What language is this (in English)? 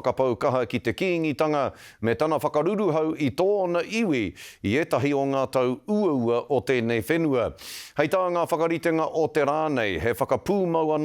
Māori